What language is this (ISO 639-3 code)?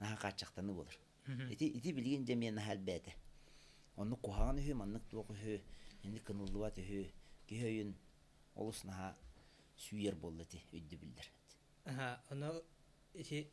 sah